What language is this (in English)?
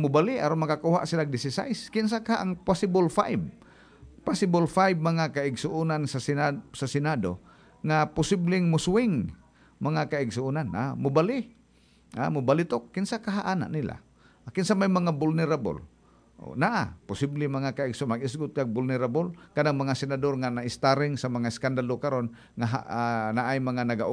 Cebuano